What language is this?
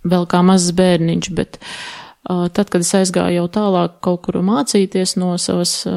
Latvian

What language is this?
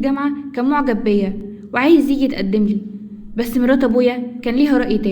Egyptian Arabic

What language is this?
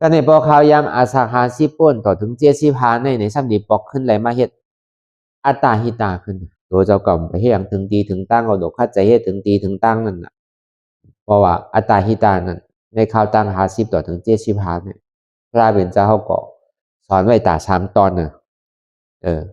Shan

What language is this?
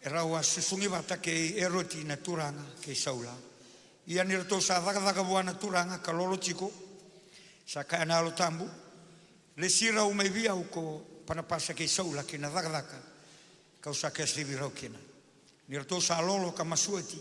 Fijian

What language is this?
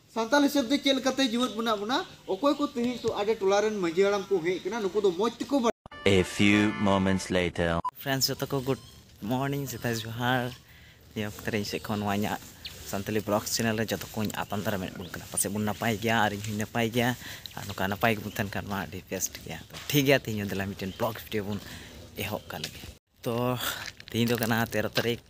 Santali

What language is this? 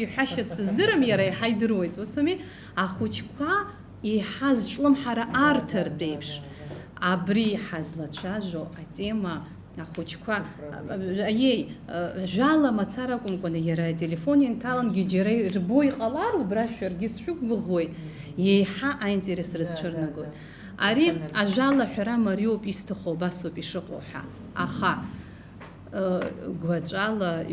Abkhazian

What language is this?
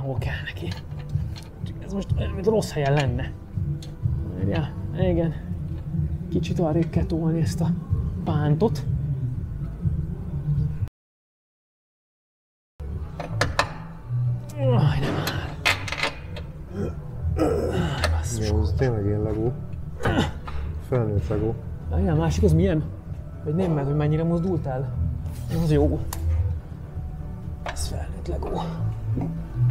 Hungarian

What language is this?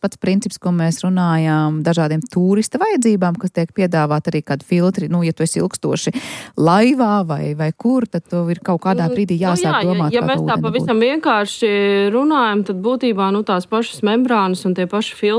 Latvian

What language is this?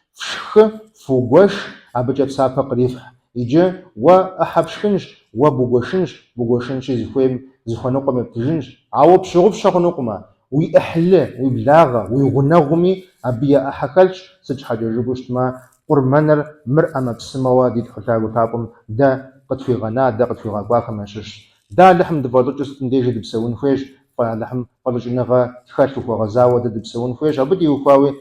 Kabardian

